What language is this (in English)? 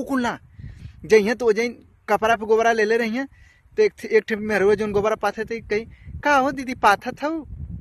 Bhojpuri